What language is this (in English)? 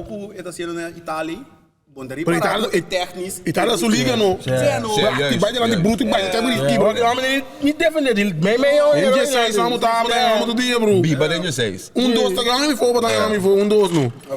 Papiamento